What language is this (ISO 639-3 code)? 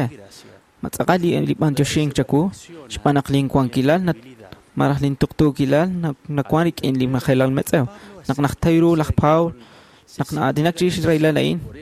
kek